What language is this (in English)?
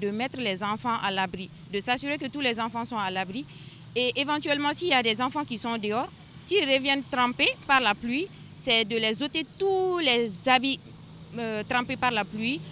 French